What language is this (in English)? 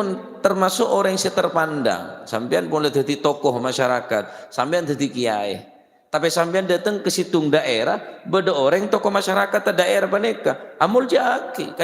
Madurese